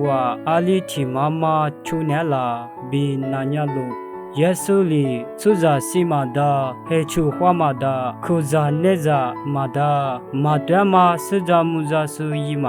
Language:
Lisu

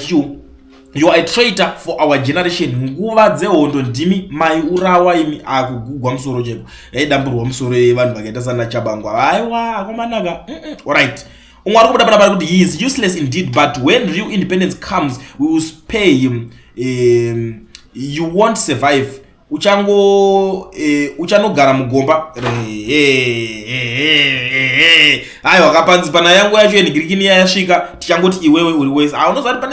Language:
Shona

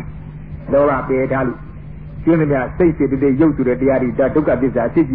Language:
Burmese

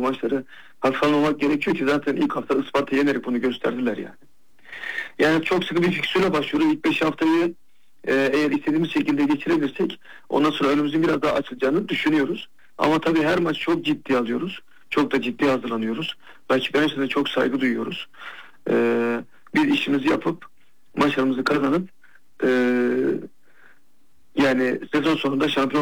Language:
Turkish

